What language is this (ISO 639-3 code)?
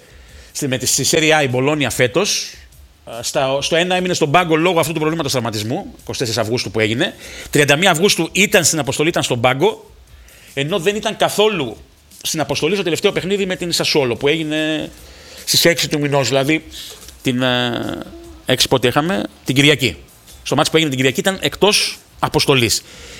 ell